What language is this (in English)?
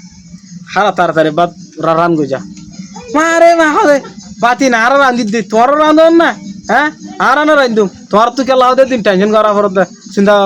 Rohingya